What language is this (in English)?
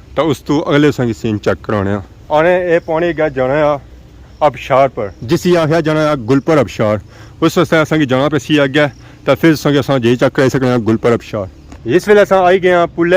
Pahari-Potwari